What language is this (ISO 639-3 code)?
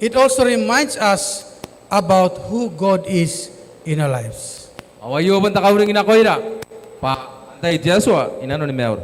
gil